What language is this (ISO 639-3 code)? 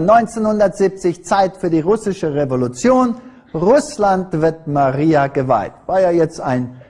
deu